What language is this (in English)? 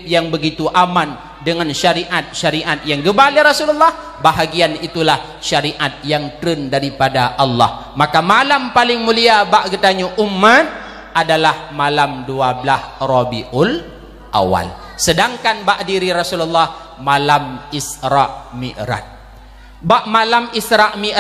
Achinese